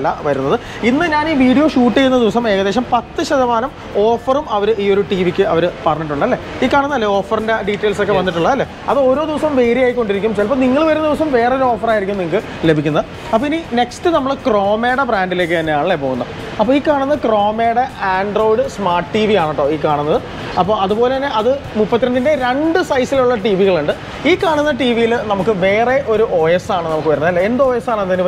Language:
Malayalam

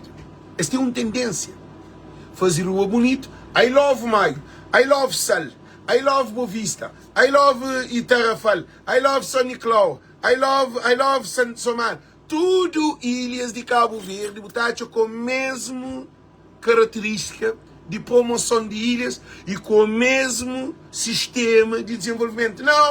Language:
Kabuverdianu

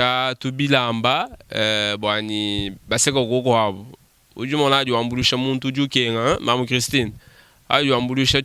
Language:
Luba-Lulua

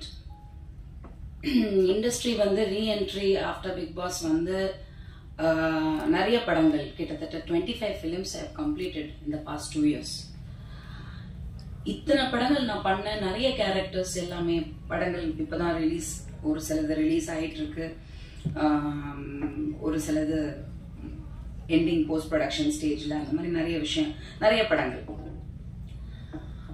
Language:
Tamil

